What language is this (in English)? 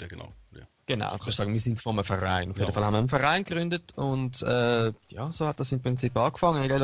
Swiss German